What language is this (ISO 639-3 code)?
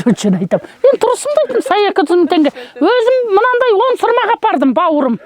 kaz